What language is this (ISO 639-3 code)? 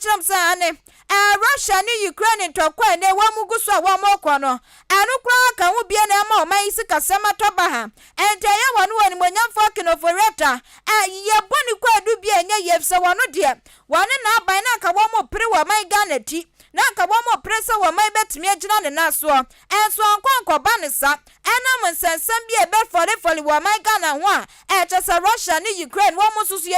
aka